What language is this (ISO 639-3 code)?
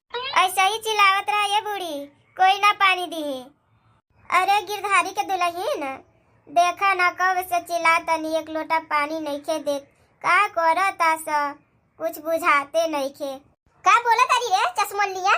bho